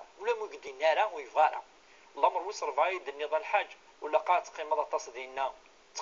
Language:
Kabyle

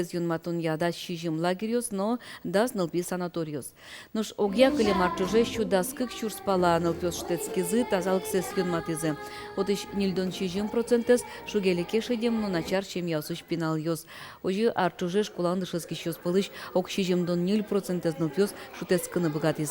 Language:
Udmurt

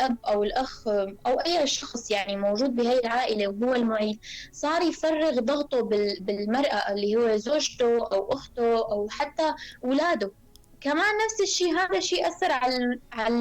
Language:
North Levantine Arabic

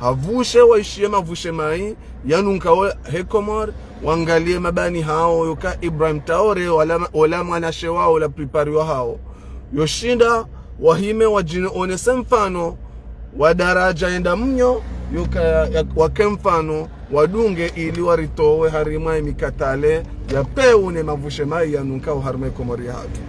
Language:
Ngazidja Comorian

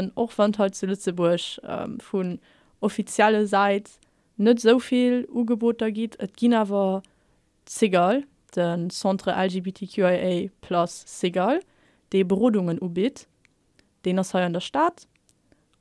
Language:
Luxembourgish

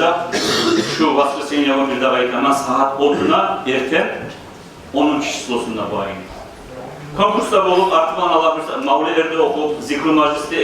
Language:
Kumyk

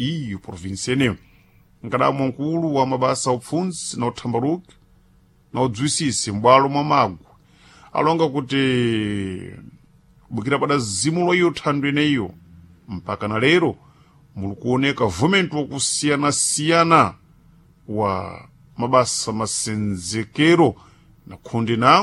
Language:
Sena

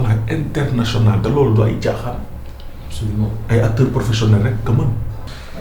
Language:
Wolof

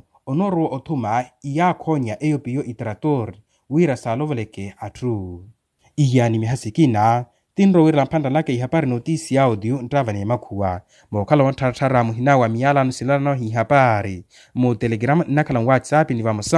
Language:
Makhuwa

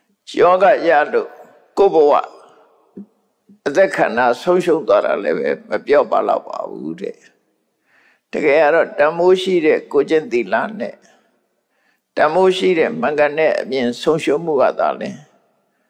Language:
Burmese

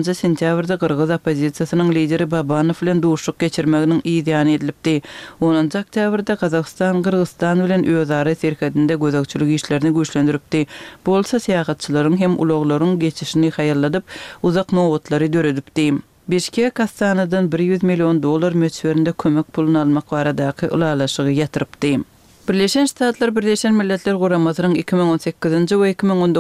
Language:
Turkmen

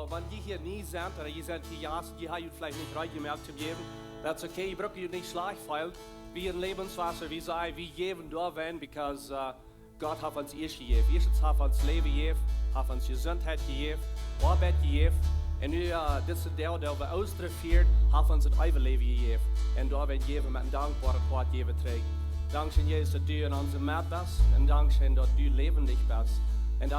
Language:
Plautdietsch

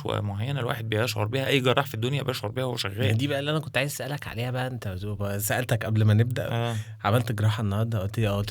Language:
Egyptian Arabic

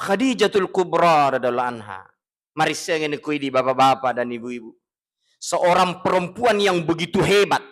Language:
Buginese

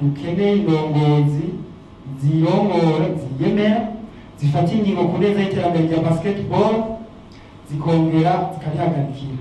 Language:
Rundi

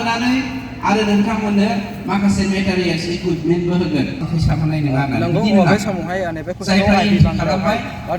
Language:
Bodo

